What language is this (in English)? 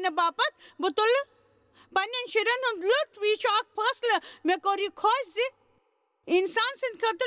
Kashmiri